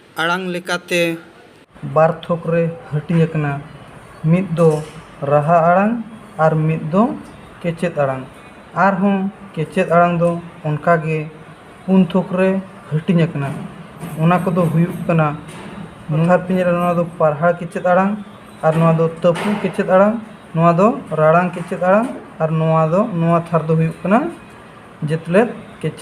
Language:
Santali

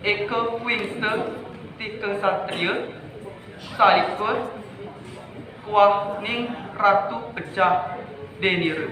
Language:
Kawi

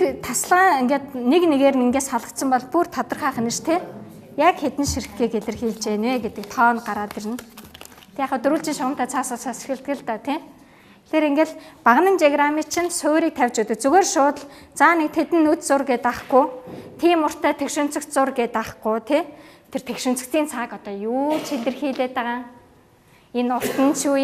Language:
Mongolian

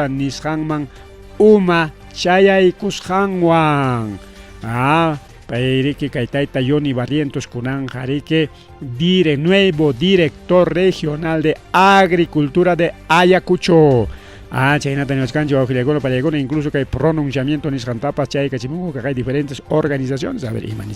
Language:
Ayacucho Quechua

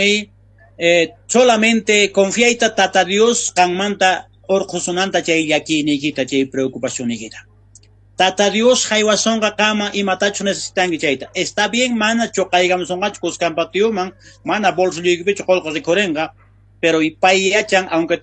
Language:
South Bolivian Quechua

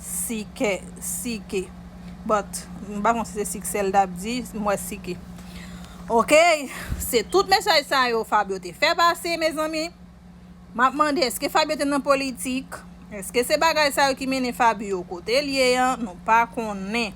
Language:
Haitian Creole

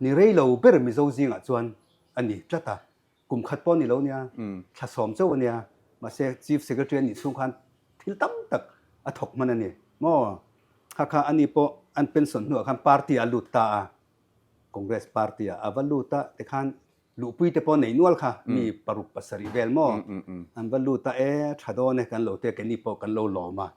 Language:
Mizo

